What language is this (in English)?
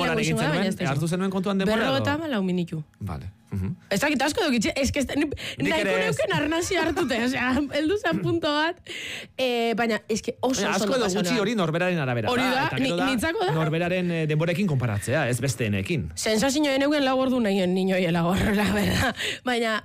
Basque